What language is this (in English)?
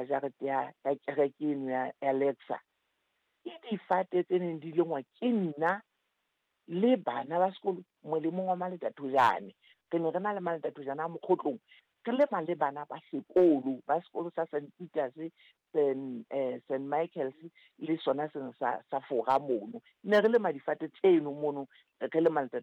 Southern Sotho